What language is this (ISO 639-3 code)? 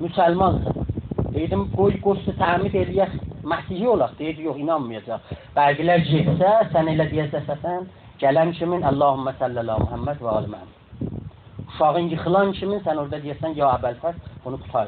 azb